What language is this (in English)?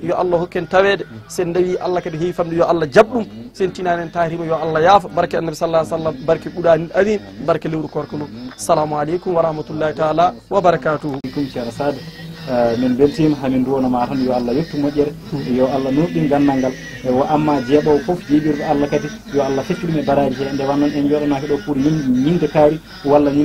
Fula